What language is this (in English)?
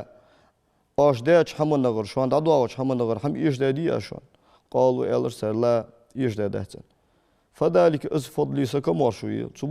Ingush